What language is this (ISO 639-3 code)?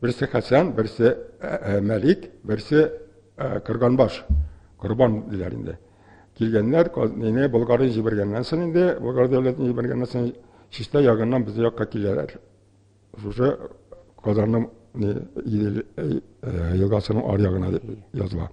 tat